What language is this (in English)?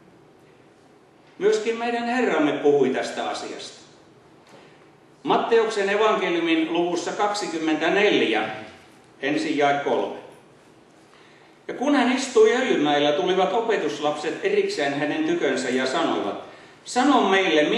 Finnish